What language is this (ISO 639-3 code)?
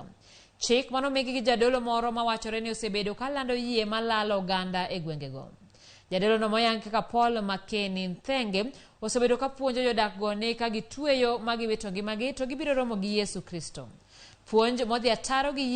luo